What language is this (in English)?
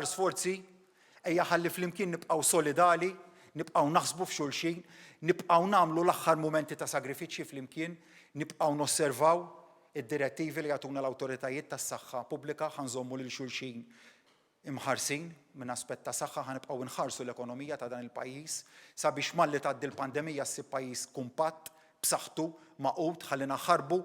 Maltese